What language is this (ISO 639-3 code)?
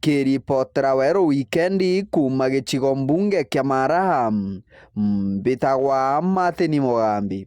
mer